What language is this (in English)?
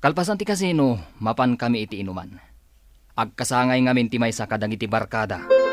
Iloko